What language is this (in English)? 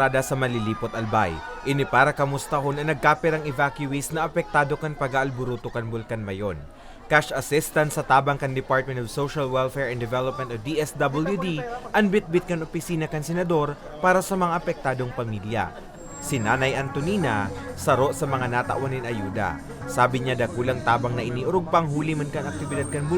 Bikol